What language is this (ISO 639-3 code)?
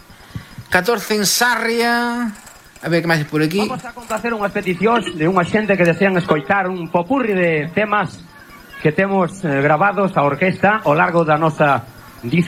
glg